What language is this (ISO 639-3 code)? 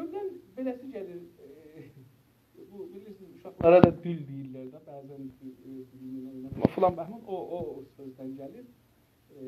azb